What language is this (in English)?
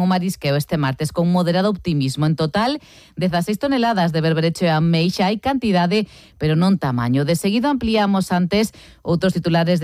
Galician